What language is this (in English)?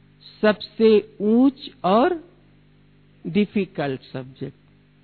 Hindi